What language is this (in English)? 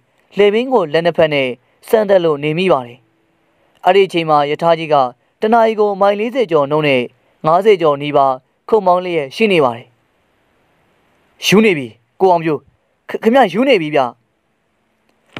Burmese